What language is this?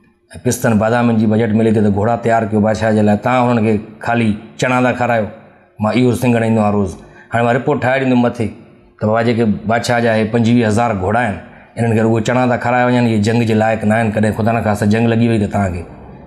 Sindhi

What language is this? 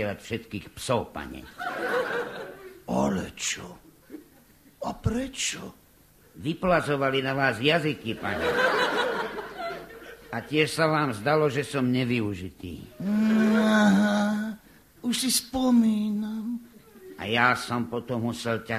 Slovak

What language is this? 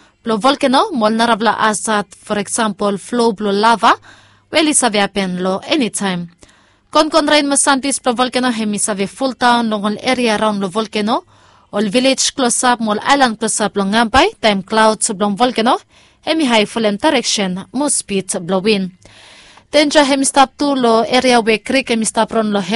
Bislama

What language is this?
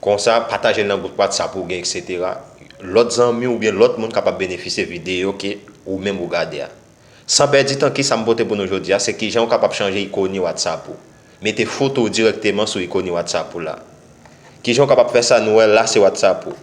Haitian Creole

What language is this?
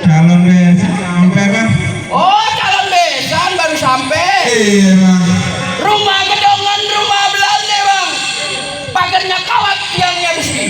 Betawi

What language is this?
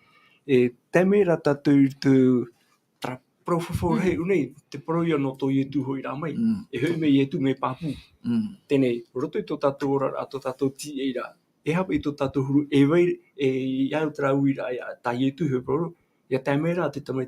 Tahitian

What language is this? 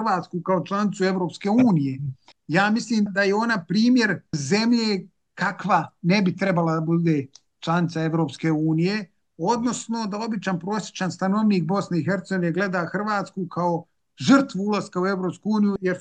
Bosnian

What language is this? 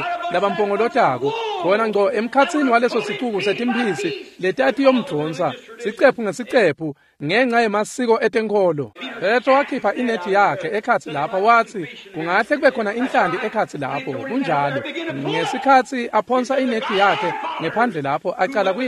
Swati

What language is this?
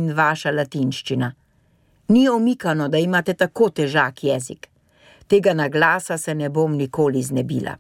Slovenian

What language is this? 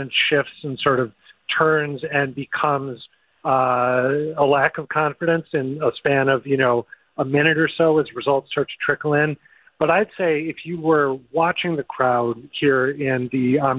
English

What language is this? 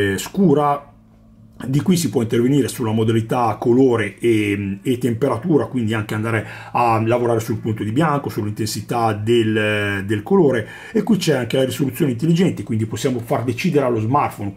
Italian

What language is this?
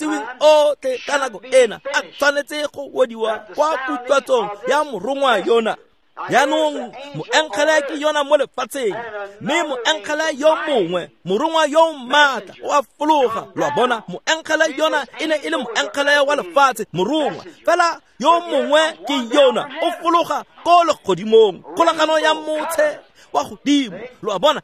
Tswana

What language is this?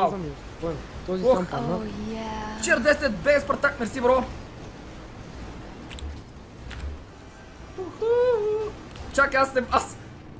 Bulgarian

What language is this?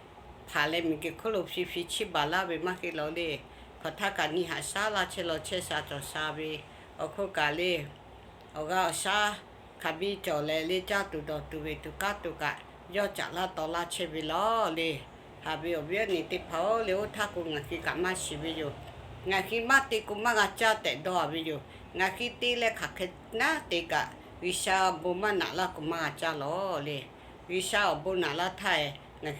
Lahu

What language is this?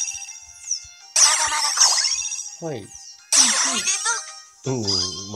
Japanese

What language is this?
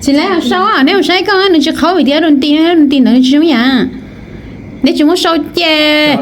Hmong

